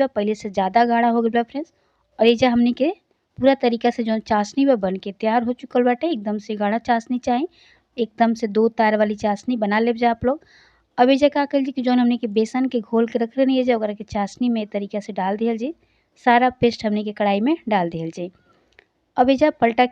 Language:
Bhojpuri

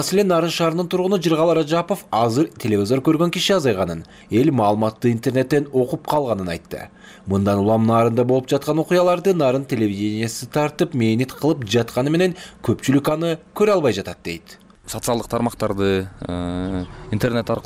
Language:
Kyrgyz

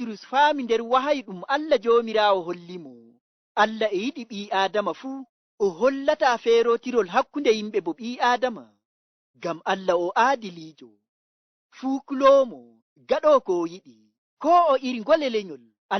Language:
Nigerian Fulfulde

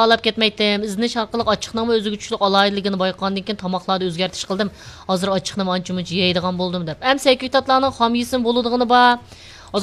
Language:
Uyghur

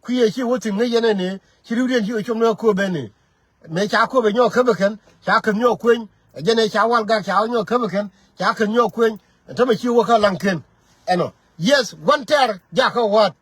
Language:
Nuer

